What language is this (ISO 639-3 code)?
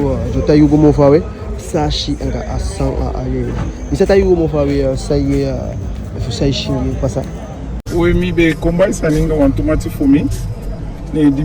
djk